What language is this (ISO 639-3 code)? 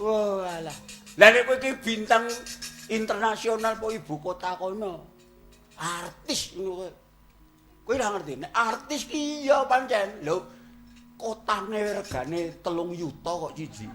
jav